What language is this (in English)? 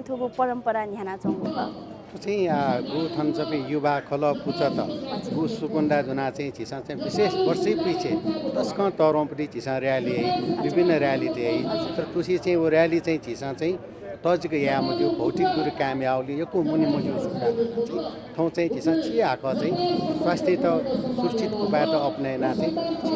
Newari